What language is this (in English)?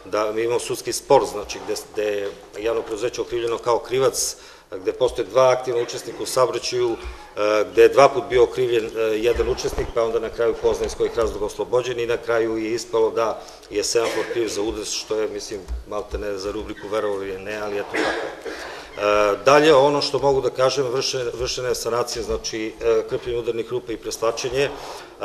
Serbian